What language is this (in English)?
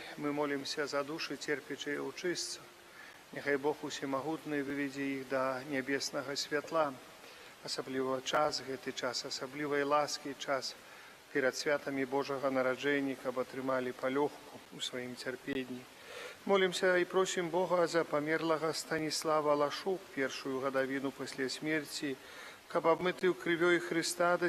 Belarusian